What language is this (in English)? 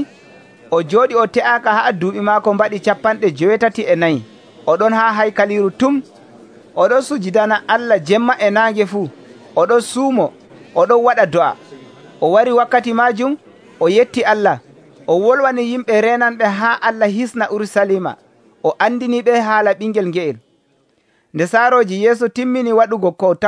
Nigerian Fulfulde